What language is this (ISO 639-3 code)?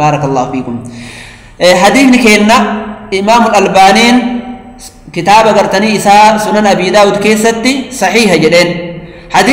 orm